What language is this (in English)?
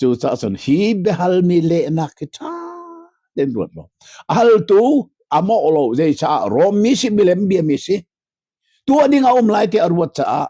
Hakha Chin